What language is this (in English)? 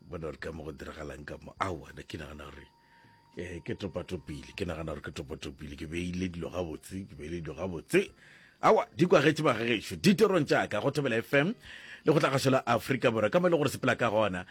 Northern Sotho